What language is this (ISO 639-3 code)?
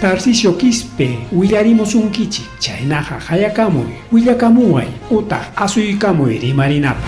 quy